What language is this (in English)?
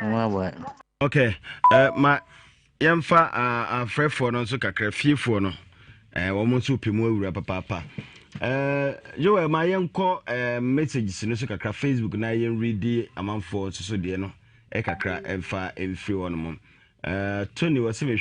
Akan